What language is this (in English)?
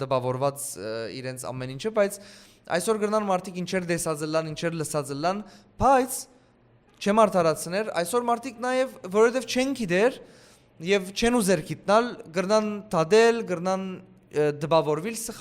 Western Armenian